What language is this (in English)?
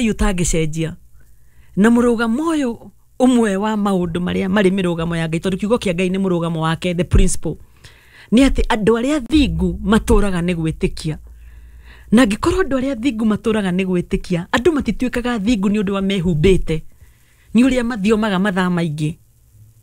Kikuyu